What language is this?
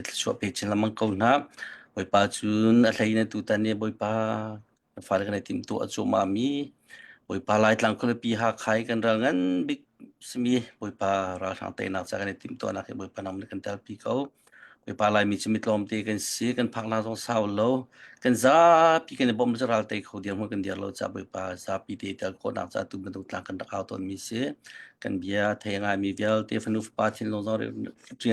Hakha Chin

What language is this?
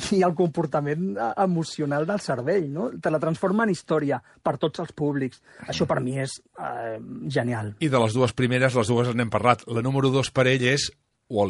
Catalan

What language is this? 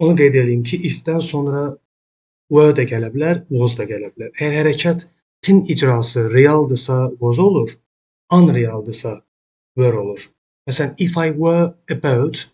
Azerbaijani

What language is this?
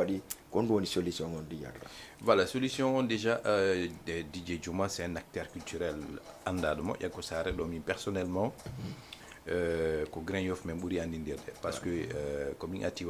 Fula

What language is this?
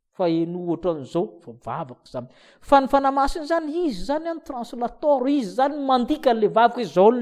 Malagasy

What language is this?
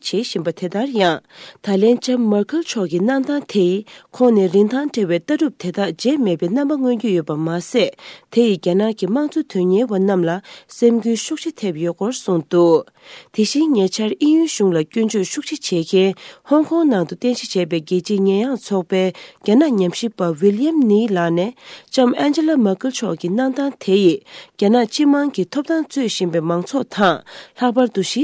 Tibetan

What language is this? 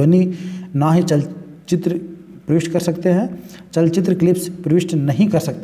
Hindi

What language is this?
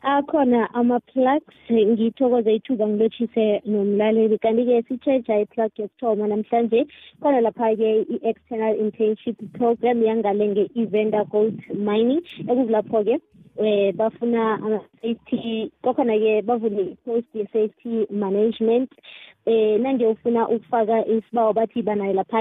South Ndebele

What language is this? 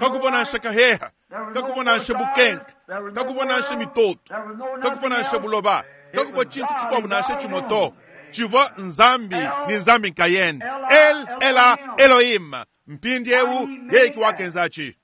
Luba-Lulua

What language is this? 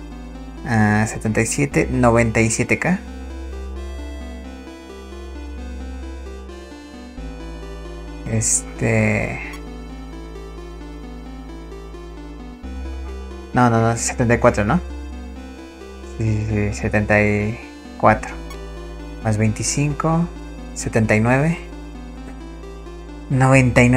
Spanish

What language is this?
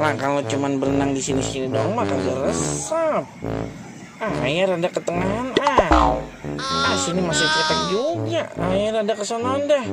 Betawi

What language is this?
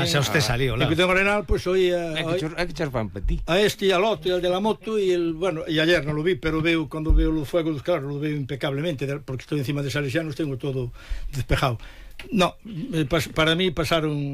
Galician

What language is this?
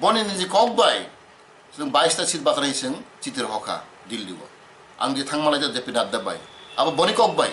Riang (India)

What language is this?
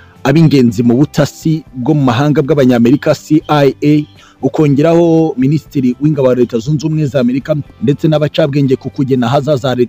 Kinyarwanda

